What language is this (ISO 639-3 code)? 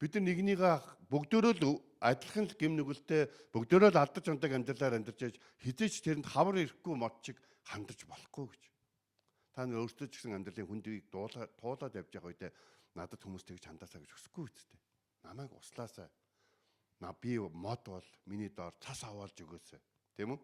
mon